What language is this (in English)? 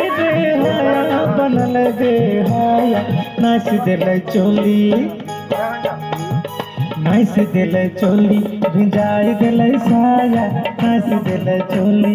Bhojpuri